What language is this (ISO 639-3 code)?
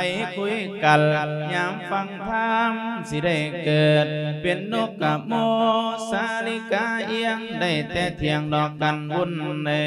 lao